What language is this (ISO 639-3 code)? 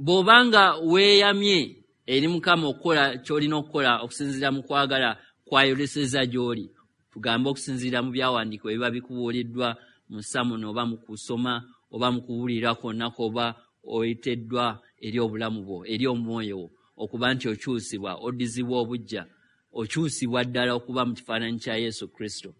lug